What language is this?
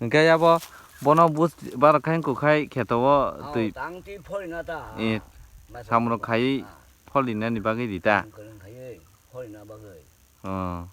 Kok Borok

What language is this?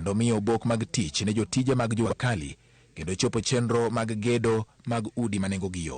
Luo (Kenya and Tanzania)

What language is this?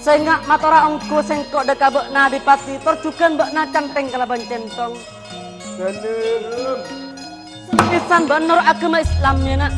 Madurese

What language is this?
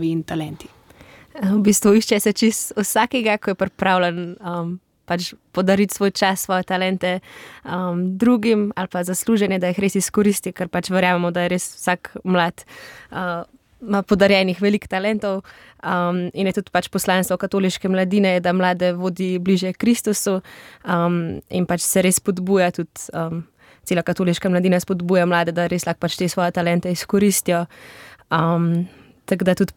Slovenian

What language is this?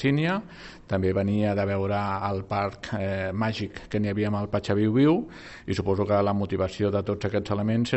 Catalan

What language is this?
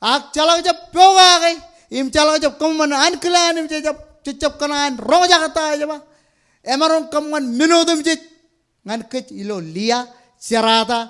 Marshallese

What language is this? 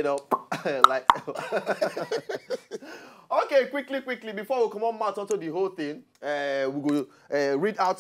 Nigerian Pidgin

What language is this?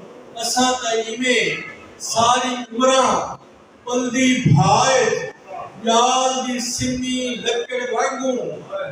Saraiki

